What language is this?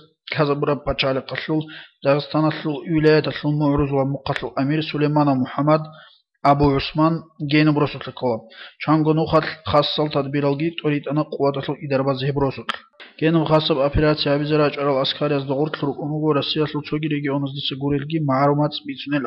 Avaric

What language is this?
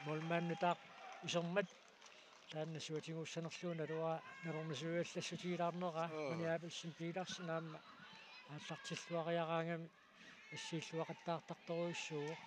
Kalaallisut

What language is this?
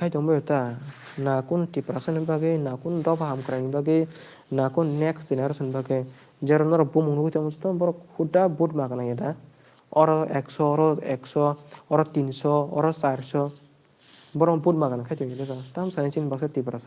Kok Borok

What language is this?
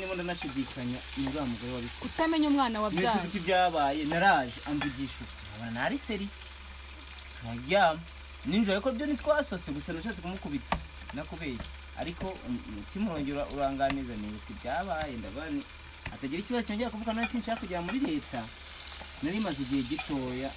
Kinyarwanda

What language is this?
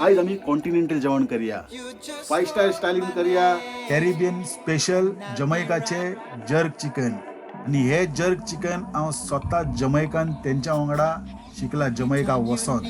Konkani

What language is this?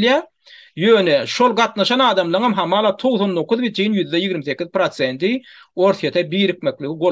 Turkmen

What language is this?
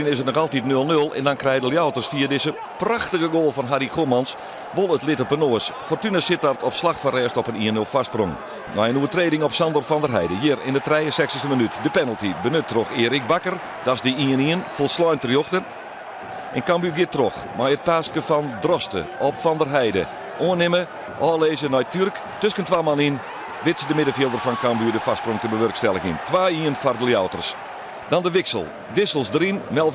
Western Frisian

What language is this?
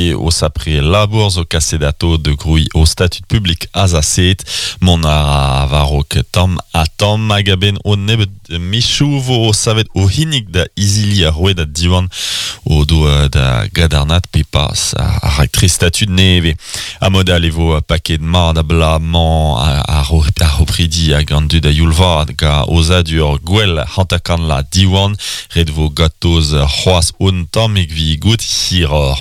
Breton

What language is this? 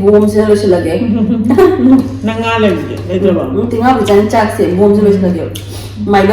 Manipuri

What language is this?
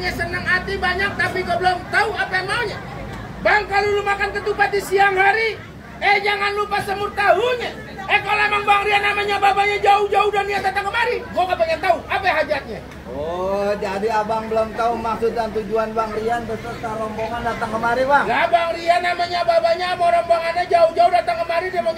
Betawi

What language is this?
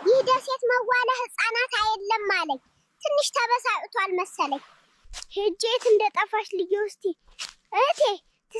Amharic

